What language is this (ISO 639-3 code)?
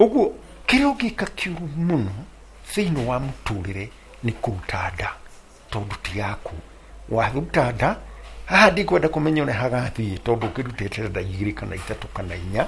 kik